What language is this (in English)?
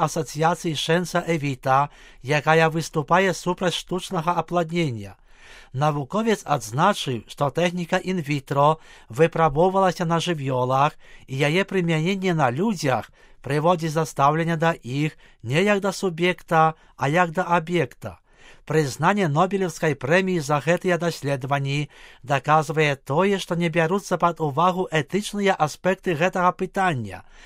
Belarusian